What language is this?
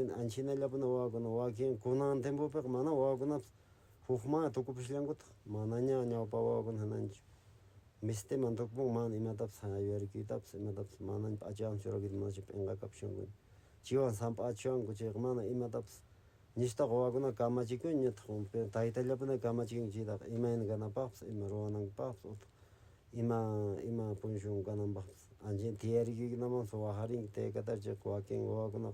Quechua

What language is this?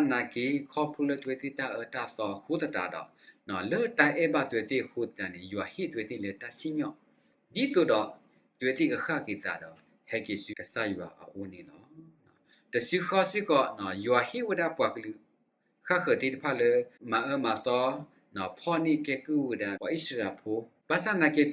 S'gaw Karen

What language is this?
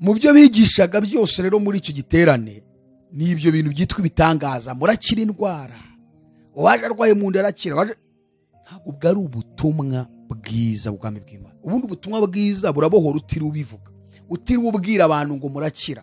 Kinyarwanda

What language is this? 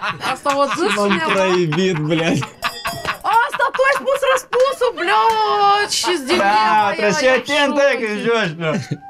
Romanian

